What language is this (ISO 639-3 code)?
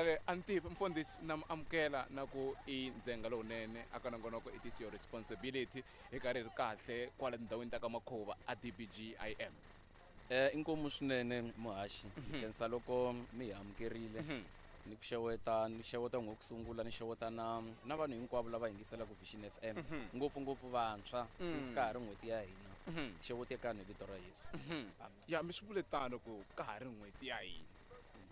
tso